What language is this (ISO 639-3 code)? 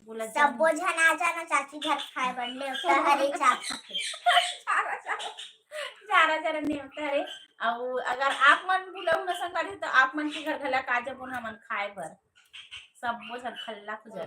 hne